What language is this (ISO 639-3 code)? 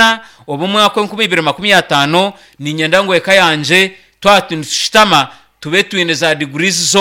nyn